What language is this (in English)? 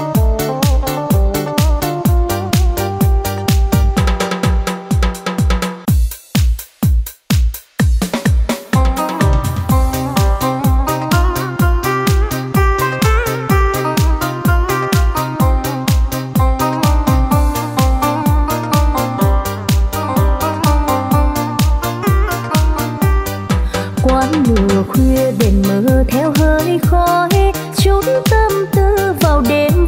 Vietnamese